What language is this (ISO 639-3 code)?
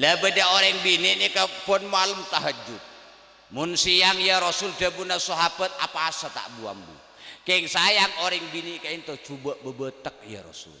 mad